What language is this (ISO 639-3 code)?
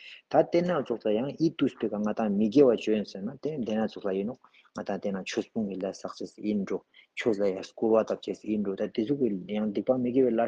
lbj